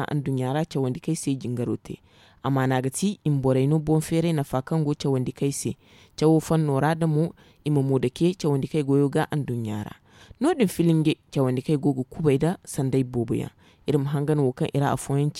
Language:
Zarma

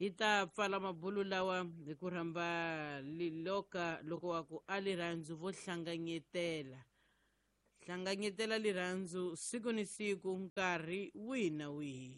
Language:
Tsonga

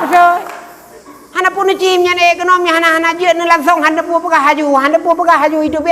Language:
Achinese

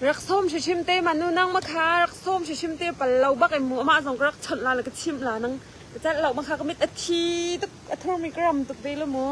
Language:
Hakha Chin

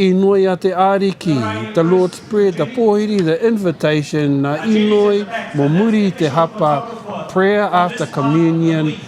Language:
Māori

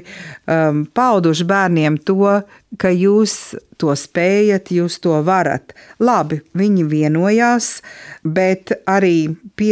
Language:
Latvian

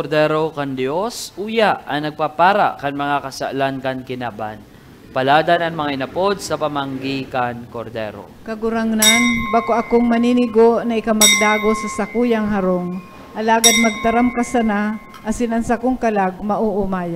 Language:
Bikol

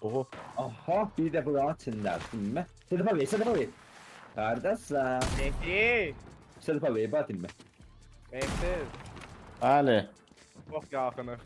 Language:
South Azerbaijani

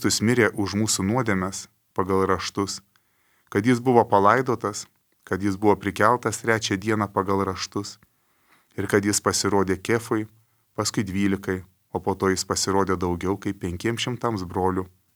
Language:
Lithuanian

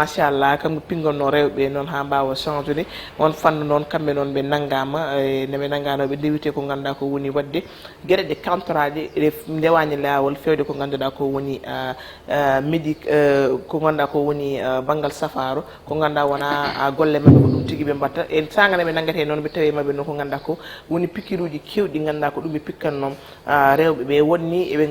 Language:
Fula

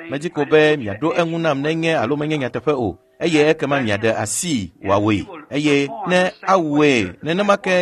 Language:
Ewe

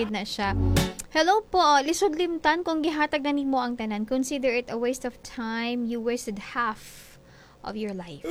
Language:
Cebuano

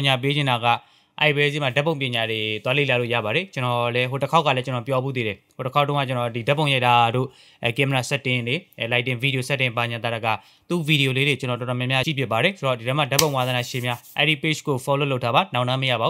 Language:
Burmese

